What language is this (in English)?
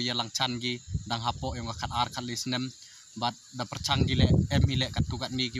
Khasi